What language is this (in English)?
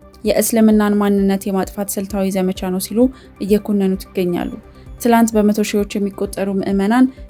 Amharic